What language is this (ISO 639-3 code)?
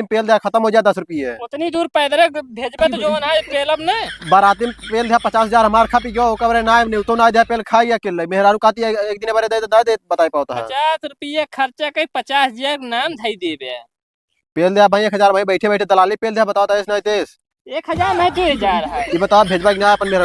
awa